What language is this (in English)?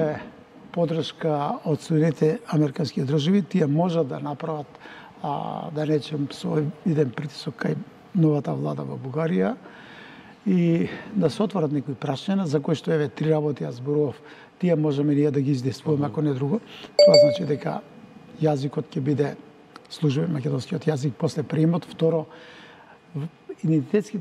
Macedonian